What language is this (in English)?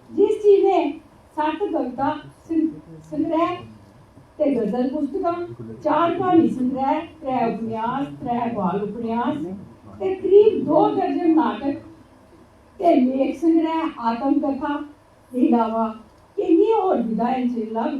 Dogri